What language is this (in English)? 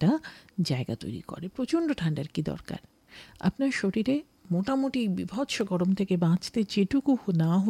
Bangla